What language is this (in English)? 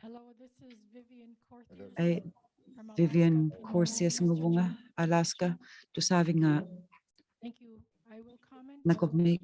Inuktitut